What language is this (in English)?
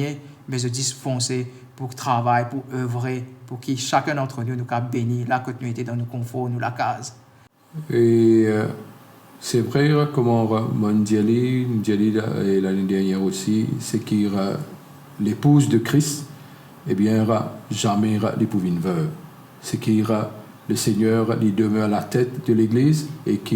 Morisyen